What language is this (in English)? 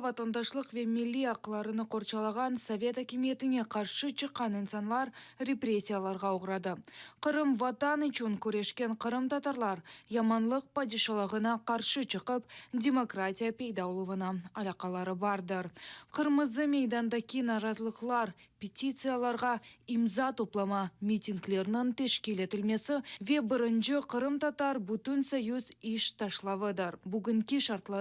Crimean Tatar